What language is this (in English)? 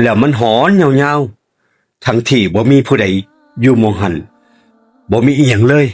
Northeastern Thai